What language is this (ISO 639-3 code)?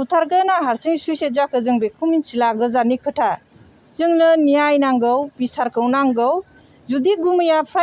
brx